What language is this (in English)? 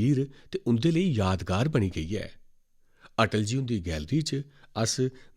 Dogri